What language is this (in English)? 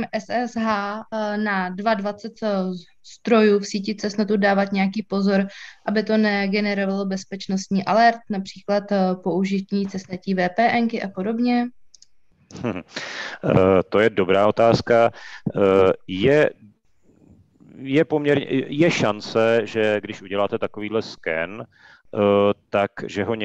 Czech